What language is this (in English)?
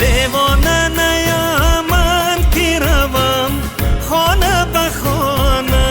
Tajik